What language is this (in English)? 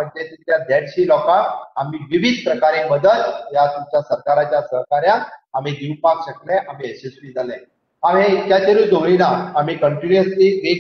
Konkani